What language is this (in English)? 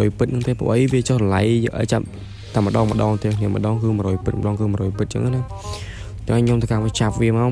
Khmer